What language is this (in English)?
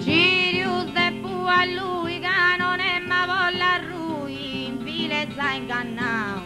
Sardinian